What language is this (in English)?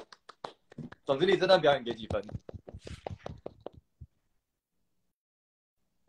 Chinese